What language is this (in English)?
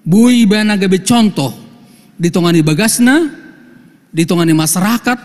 Batak Toba